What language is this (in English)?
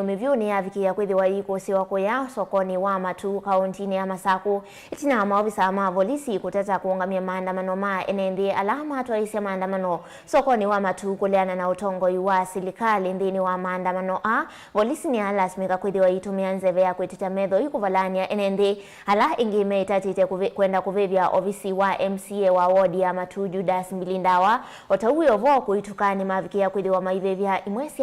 Kamba